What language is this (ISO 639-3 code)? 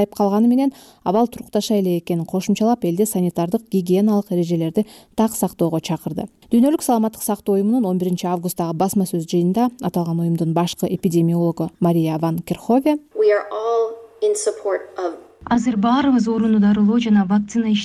kir